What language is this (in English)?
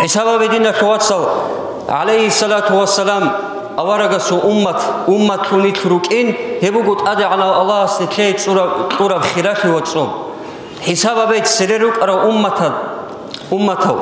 Avaric